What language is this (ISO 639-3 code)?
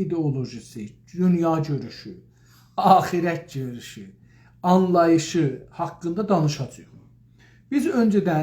azb